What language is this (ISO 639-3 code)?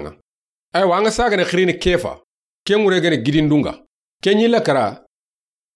snk